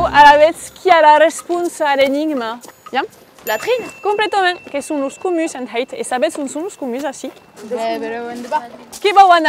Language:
Occitan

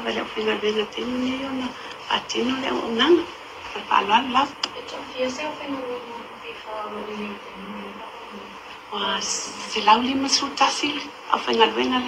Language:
Samoan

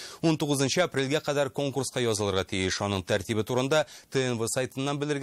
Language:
Tatar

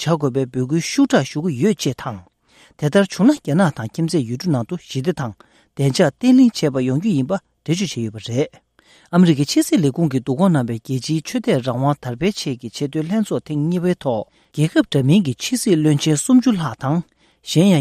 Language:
Tibetan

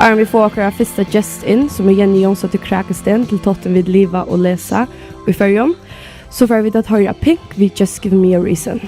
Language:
Faroese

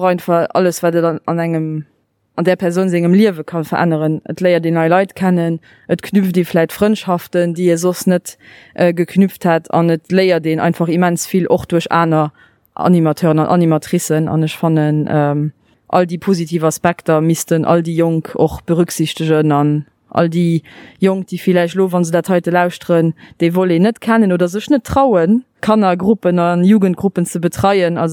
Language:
Luxembourgish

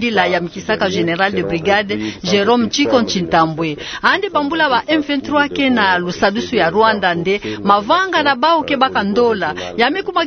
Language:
Kituba (Democratic Republic of Congo)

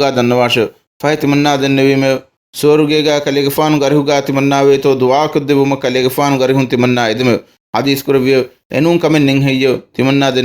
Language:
Divehi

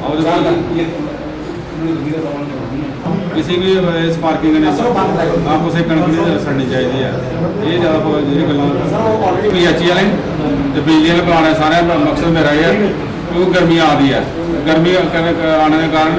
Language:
Dogri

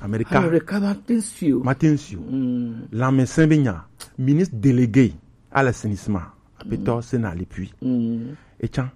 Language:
Gen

